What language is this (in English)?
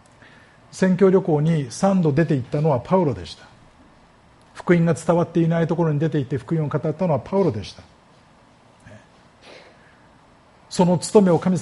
Japanese